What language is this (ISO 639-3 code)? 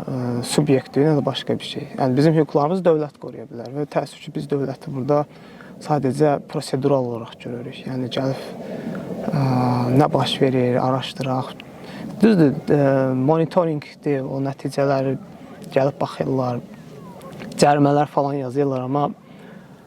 aze